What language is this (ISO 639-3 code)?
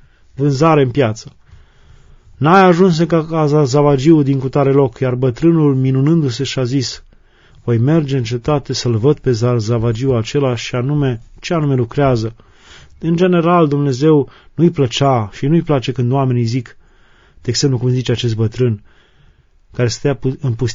ron